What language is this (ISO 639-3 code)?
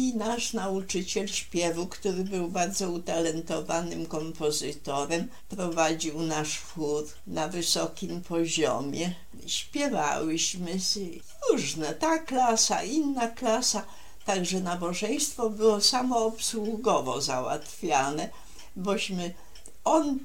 pol